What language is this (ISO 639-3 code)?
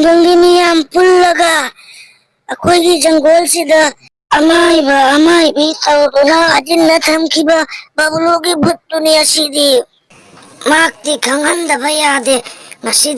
mni